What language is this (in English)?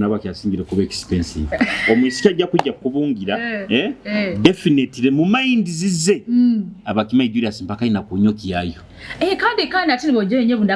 Nyoro